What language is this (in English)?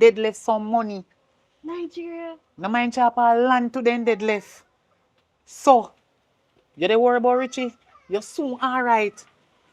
Jamaican Creole English